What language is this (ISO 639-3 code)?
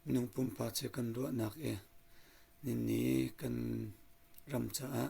cnh